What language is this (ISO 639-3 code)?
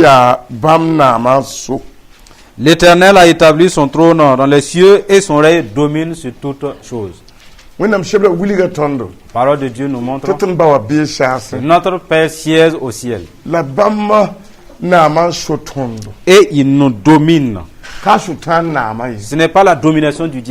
mos